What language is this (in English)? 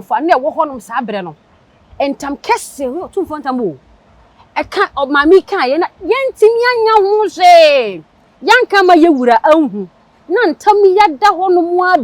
Akan